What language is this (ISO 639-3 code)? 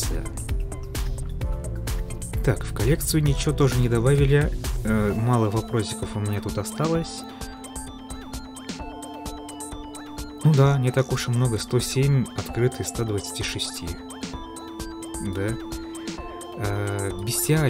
rus